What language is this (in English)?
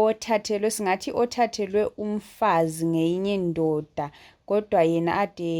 Shona